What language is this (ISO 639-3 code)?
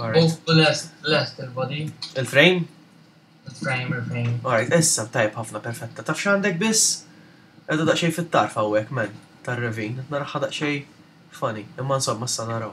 mlt